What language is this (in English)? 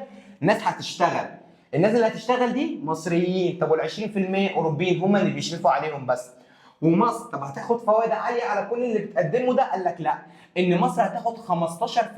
Egyptian Arabic